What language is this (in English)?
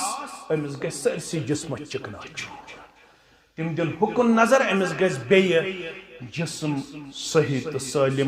Kashmiri